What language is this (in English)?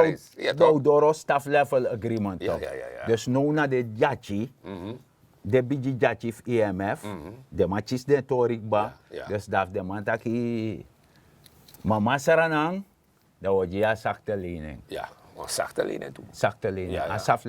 Sranan Tongo